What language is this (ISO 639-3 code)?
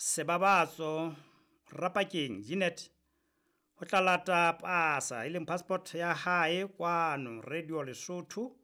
sot